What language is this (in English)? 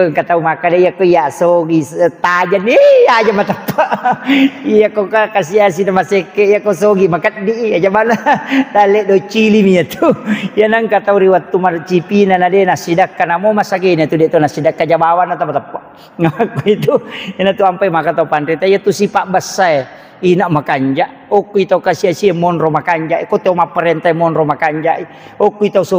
Buginese